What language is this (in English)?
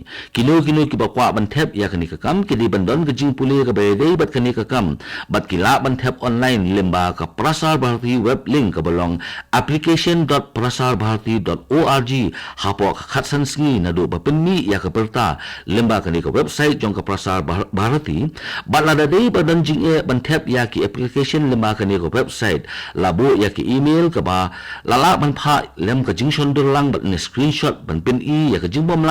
Khasi